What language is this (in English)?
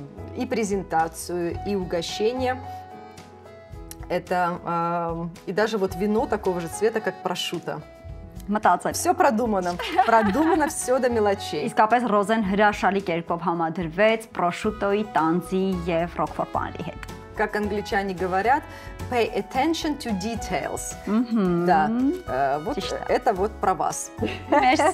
Russian